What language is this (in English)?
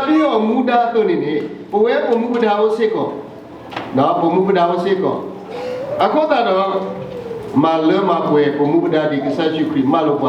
S'gaw Karen